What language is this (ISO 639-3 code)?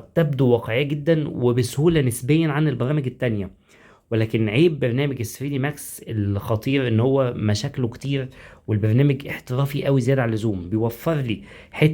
arz